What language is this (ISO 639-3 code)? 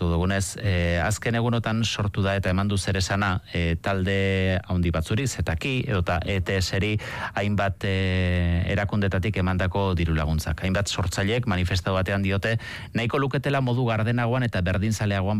eus